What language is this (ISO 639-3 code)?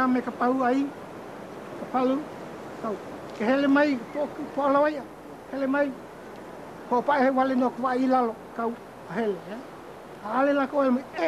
haw